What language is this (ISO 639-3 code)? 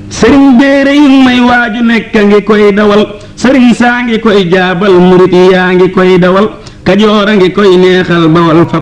wol